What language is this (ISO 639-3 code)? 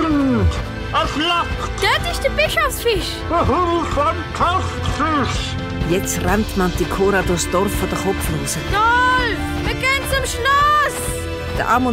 gsw